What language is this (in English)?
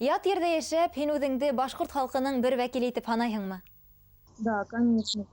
Bashkir